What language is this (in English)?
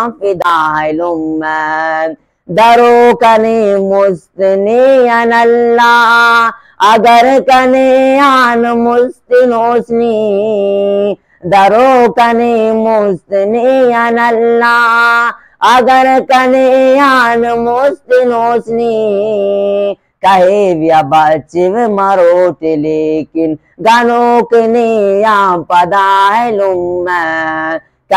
Brahui